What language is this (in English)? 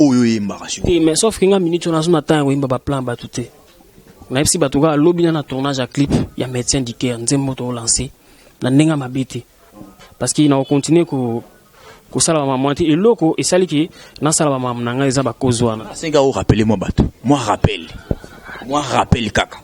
Lingala